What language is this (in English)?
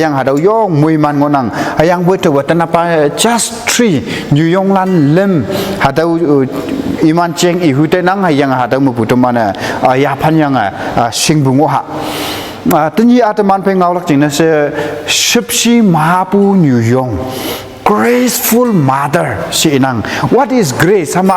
Konyak Naga